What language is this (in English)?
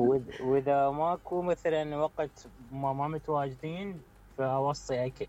Mesopotamian Arabic